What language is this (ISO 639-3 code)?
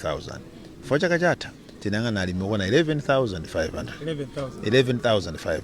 nya